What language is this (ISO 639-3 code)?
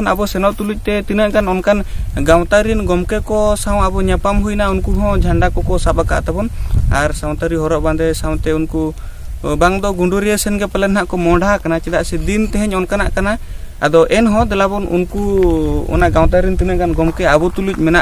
sat